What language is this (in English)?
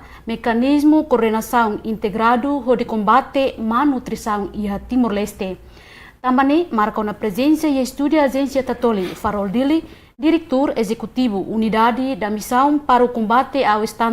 Tetum